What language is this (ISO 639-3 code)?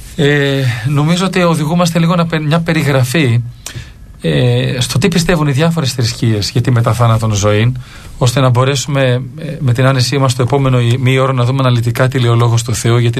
ell